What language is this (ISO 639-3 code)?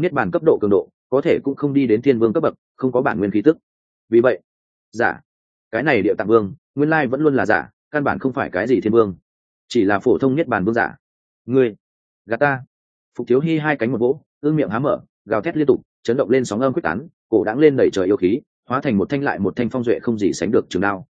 vie